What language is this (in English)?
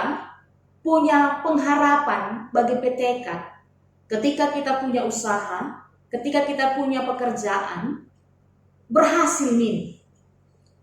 Batak Karo